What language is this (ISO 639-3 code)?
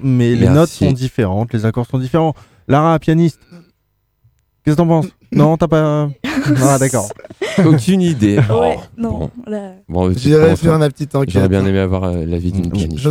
fra